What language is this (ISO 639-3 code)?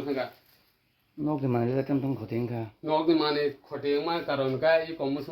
trp